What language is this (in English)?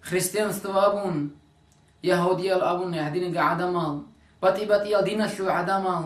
Avaric